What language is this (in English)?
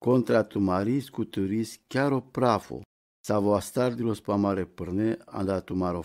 Romany